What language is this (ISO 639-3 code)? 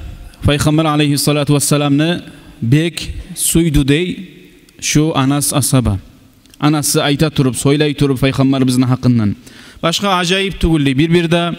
kum